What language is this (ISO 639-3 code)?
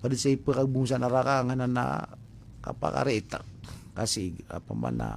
mrw